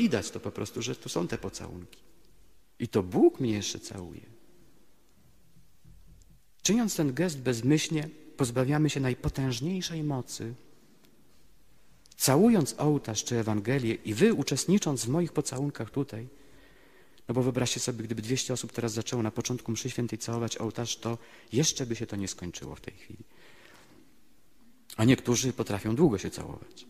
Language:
Polish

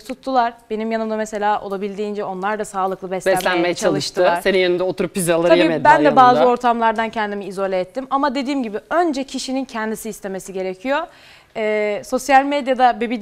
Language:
Turkish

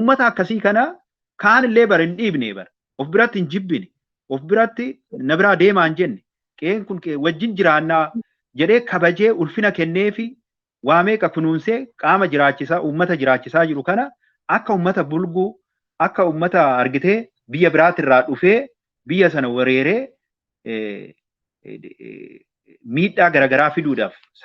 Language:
Oromo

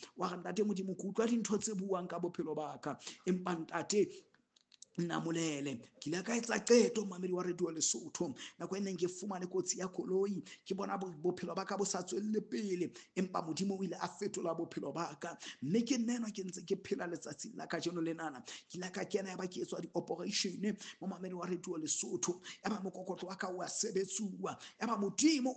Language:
Southern Sotho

